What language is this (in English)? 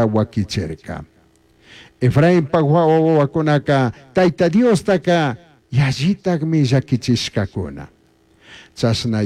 Chimborazo Highland Quichua